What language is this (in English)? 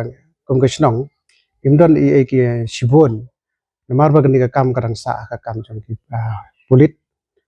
Khasi